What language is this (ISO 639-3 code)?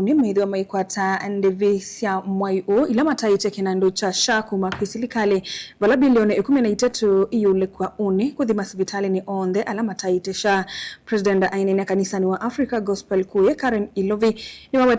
kam